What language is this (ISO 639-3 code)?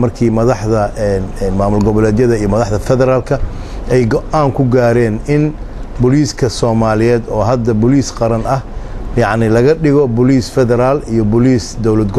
som